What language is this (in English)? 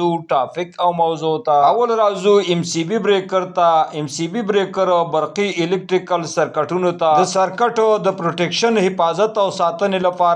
Pashto